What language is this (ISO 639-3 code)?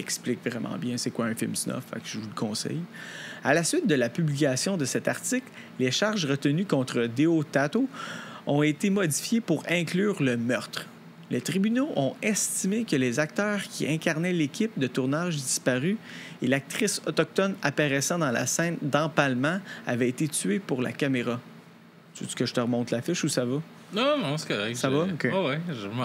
fra